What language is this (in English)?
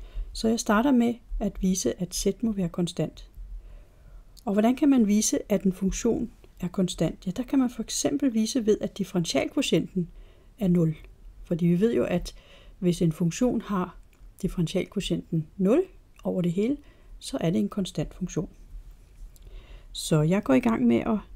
Danish